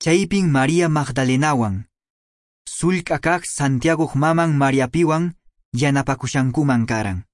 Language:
Quechua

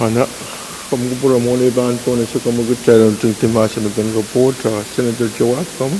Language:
Pohnpeian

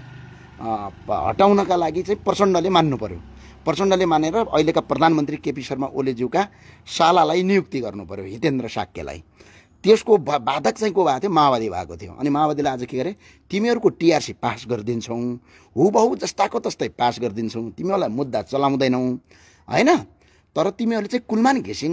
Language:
Nepali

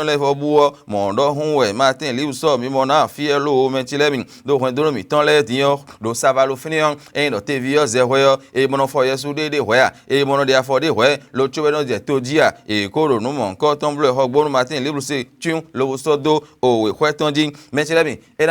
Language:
Fon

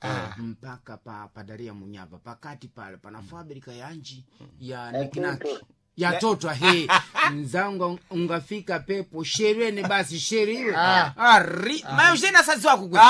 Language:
Sena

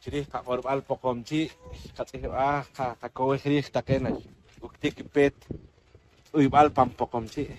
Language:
Poqomchi'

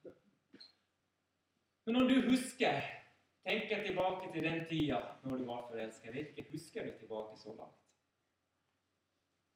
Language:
Norwegian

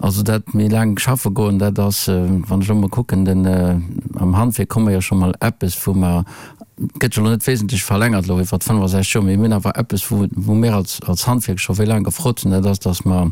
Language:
Luxembourgish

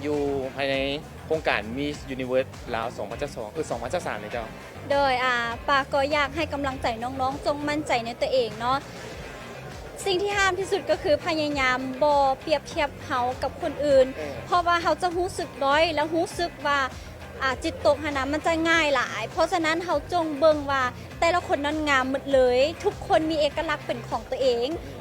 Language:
Lao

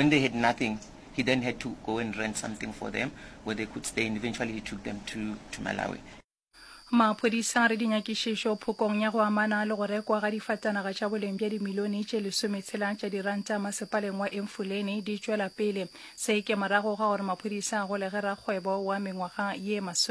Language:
Northern Sotho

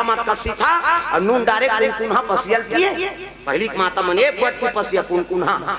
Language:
Chhattisgarhi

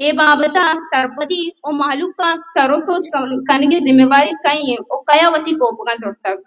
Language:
Baluchi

